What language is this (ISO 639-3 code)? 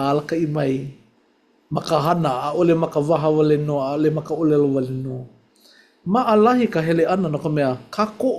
haw